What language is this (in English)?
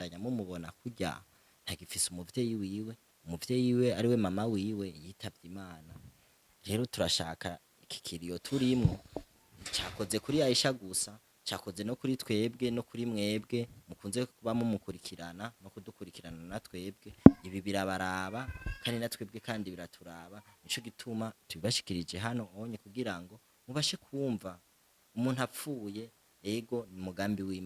Rundi